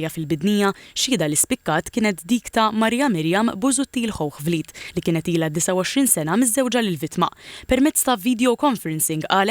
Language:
Maltese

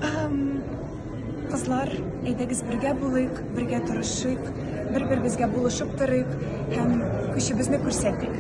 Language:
Tatar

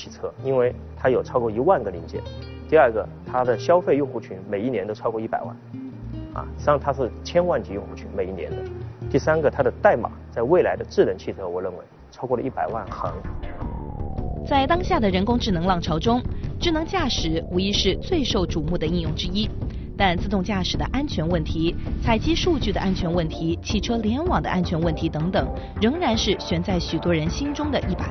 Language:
Chinese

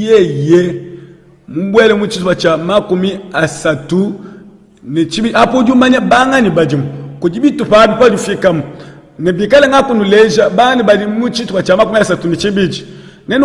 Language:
Luba-Lulua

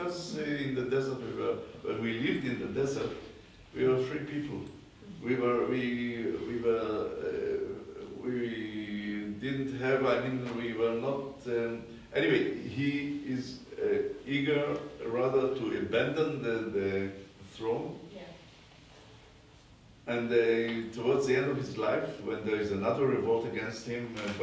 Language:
English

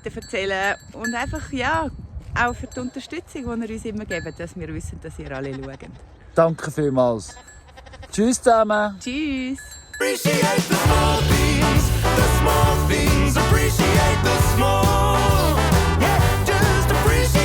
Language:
Swiss German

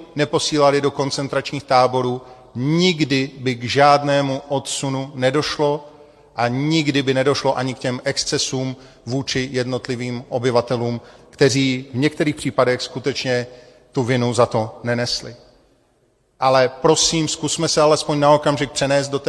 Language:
Czech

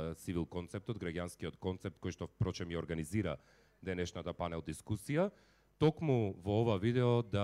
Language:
Macedonian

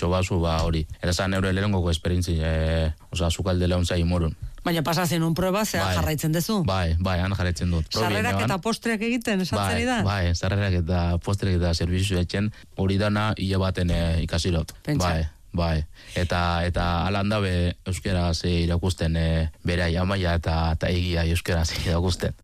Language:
Basque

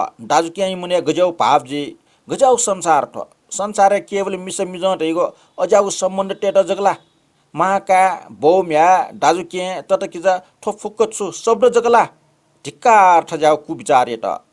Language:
Newari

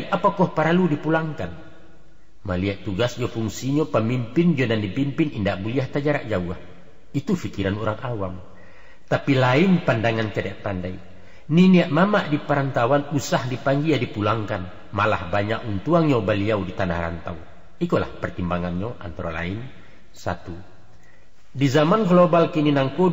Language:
Minangkabau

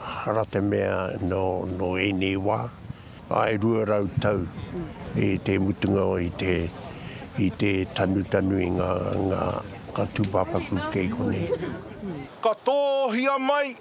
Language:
Māori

